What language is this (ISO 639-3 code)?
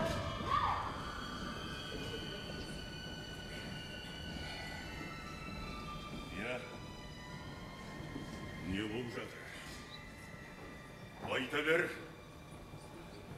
kaz